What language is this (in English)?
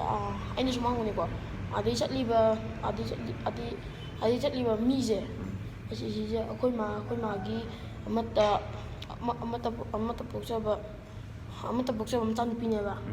Manipuri